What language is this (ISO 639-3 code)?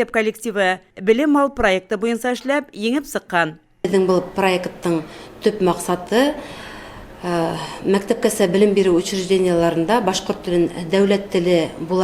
bak